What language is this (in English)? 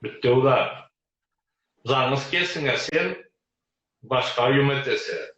Karachay-Balkar